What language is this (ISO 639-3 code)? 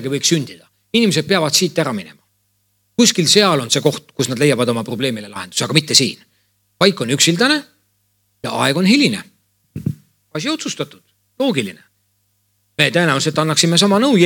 est